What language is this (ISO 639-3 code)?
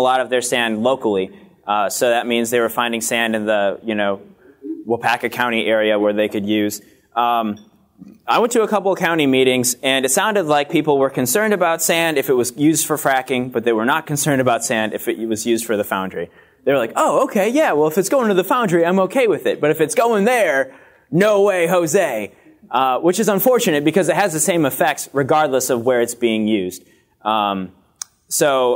eng